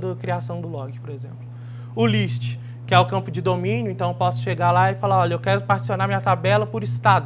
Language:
Portuguese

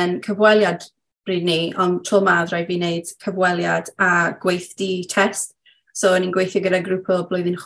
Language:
Welsh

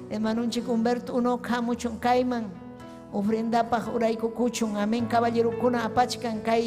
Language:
Ayacucho Quechua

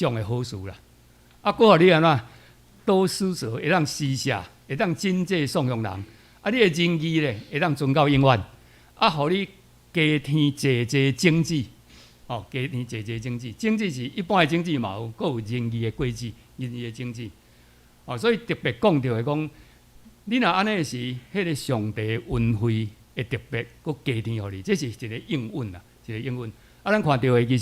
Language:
Min Nan Chinese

